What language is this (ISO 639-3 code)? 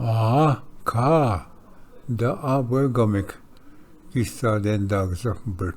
oji